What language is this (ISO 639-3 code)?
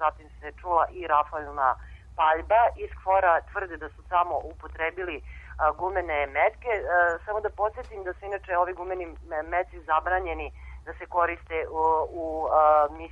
hrv